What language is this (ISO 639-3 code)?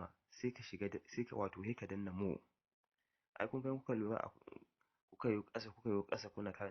hau